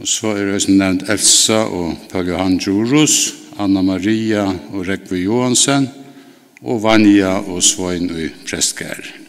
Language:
Faroese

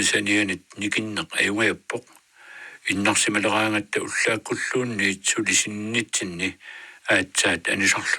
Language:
Kalaallisut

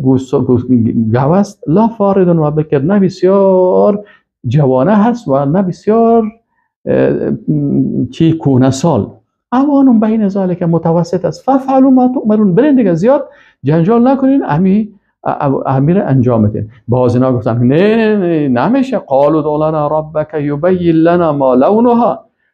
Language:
Persian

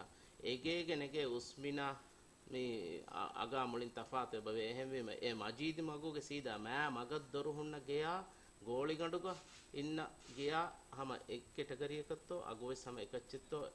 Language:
Divehi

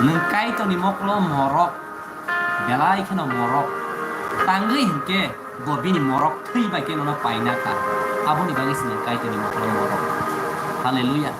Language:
Kok Borok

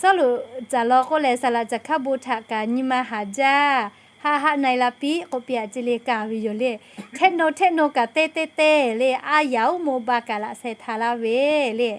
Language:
Lahu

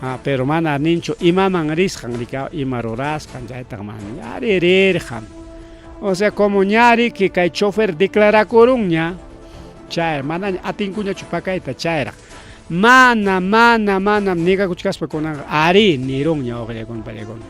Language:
Ayacucho Quechua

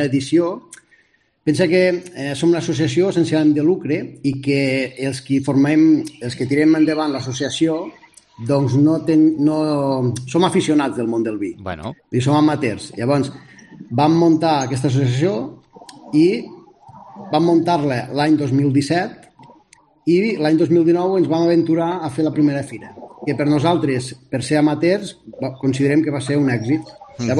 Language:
Catalan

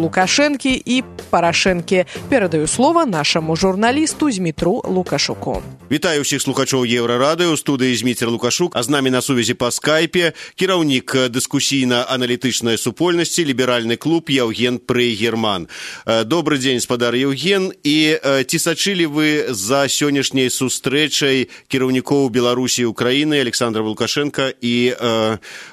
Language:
Belarusian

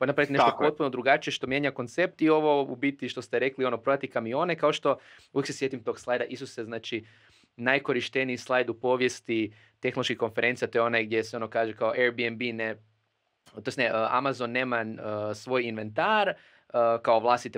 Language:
Croatian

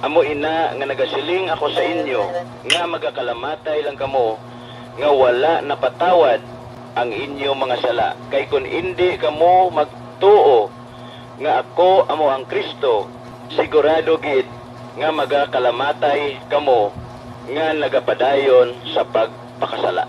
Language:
Hiligaynon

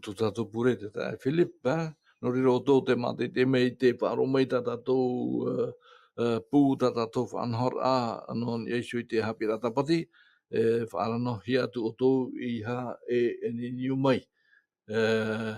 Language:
Tahitian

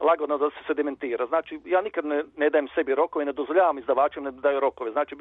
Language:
Serbian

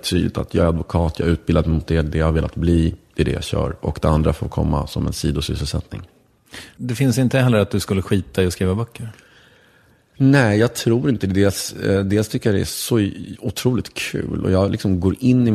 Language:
Swedish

